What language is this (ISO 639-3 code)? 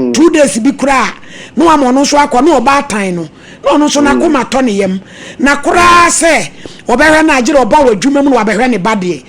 aka